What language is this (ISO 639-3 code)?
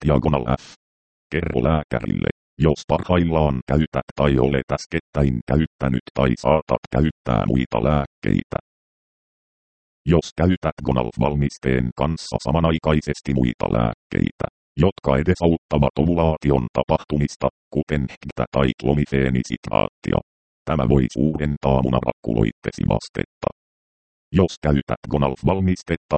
fin